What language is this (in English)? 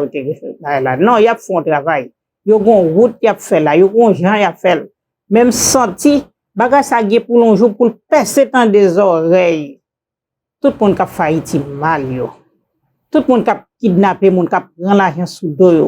Haitian Creole